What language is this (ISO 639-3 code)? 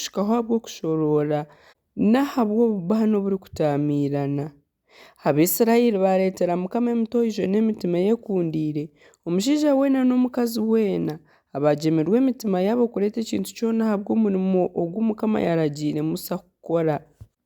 nyn